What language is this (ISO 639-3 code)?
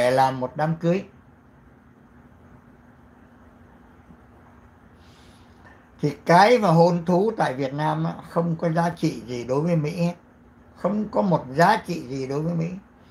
vie